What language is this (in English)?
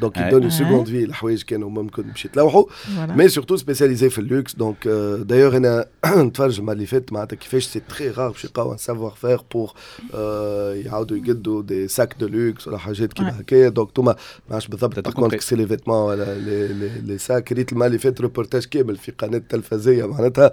Tunisian Arabic